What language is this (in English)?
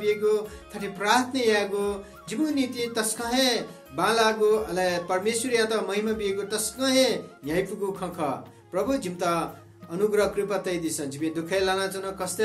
Newari